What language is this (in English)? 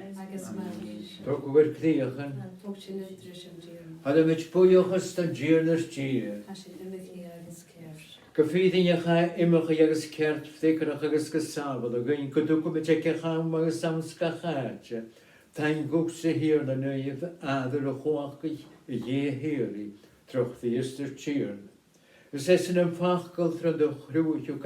Scottish Gaelic